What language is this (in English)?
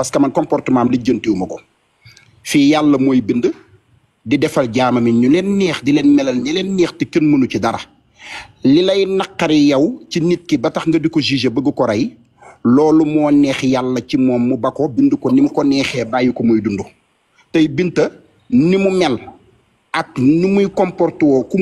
Wolof